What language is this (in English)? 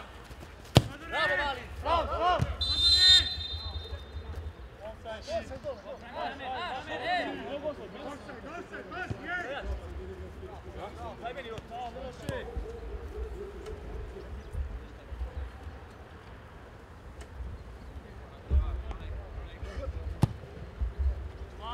Serbian